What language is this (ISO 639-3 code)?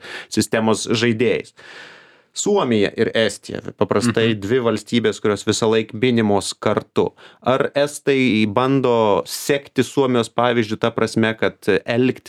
lit